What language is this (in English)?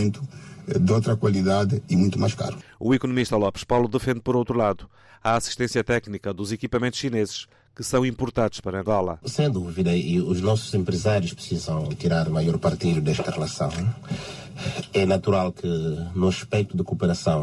Portuguese